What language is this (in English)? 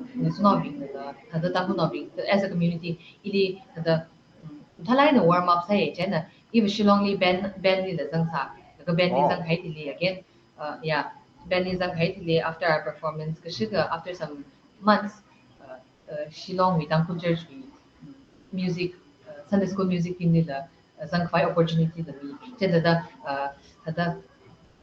Tangkhul Naga (India)